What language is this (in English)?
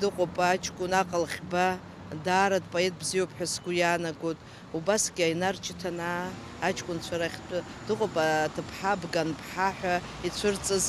Abkhazian